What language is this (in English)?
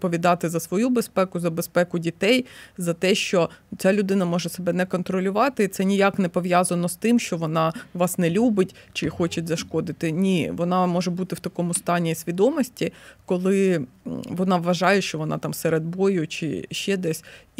Ukrainian